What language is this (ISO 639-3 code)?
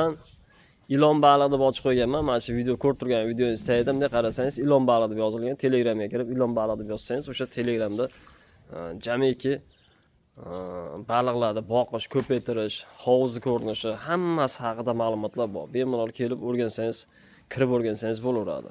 uzb